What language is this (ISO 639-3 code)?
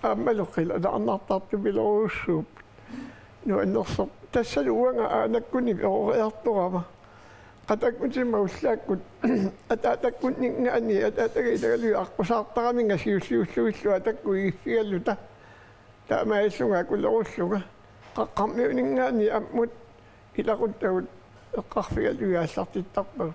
kal